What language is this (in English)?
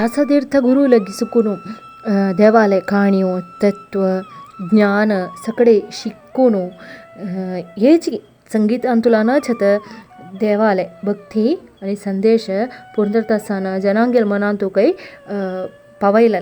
Konkani